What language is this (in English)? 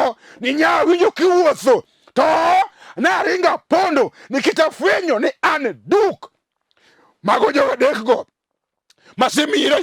Luo (Kenya and Tanzania)